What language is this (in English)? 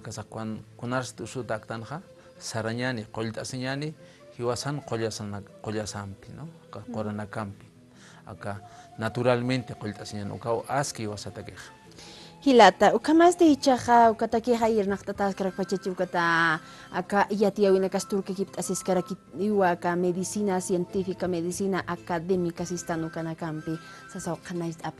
Aymara